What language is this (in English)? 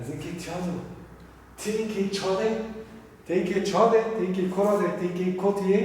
Zaza